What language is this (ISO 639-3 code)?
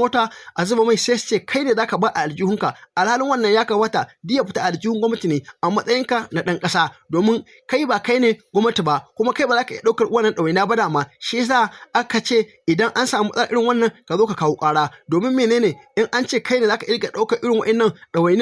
hau